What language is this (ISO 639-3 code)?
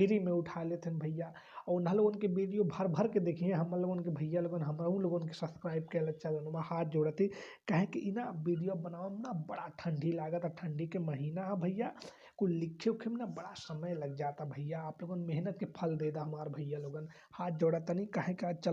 bho